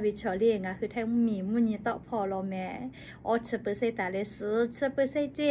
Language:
Lahu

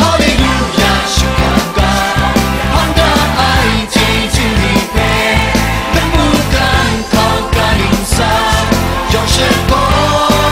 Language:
Kachin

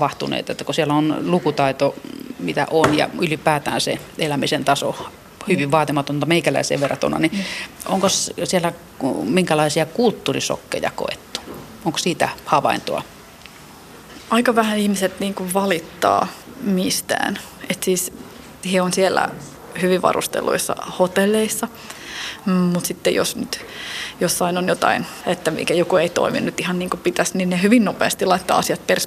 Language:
Finnish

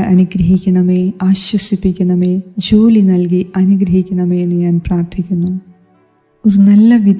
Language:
Malayalam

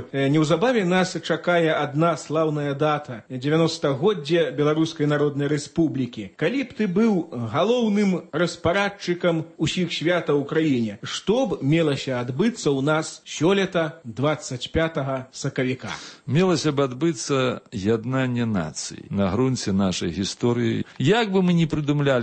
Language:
Belarusian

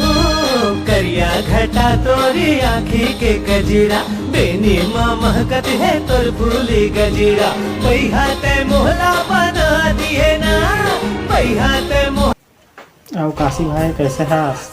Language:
Chhattisgarhi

